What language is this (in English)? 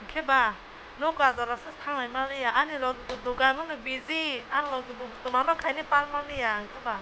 Kok Borok